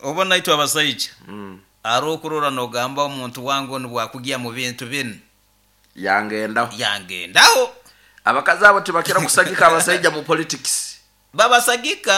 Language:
Nyoro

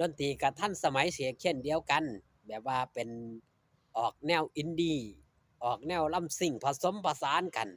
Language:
Northeastern Thai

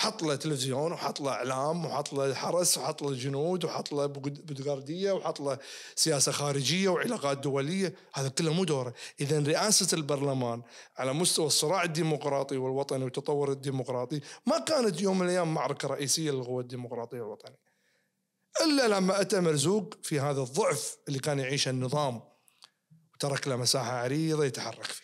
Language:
Najdi Arabic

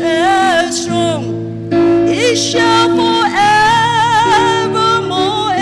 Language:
Lahu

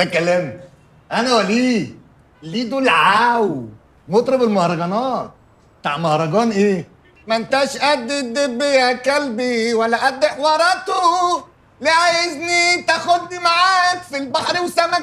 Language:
Egyptian Arabic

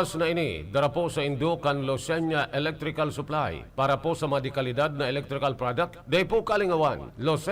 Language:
Bikol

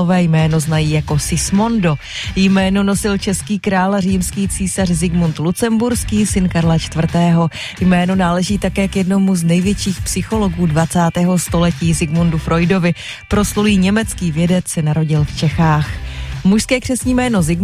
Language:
Czech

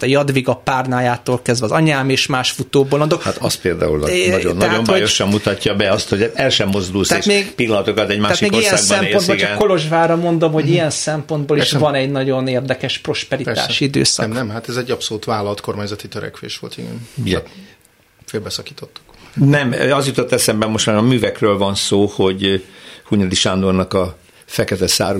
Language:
Hungarian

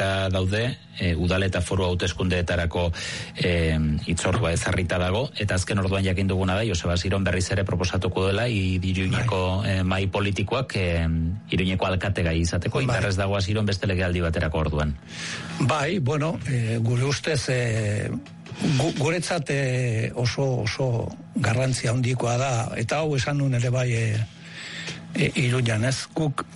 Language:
Basque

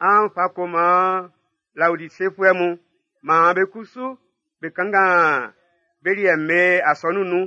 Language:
Baoulé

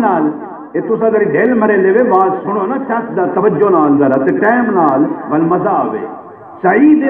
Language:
Saraiki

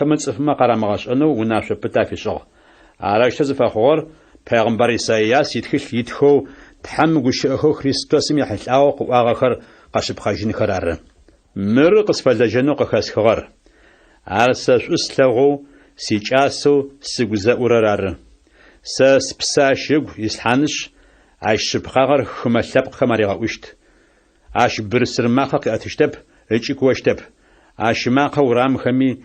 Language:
Adyghe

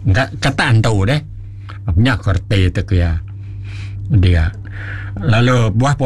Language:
Iban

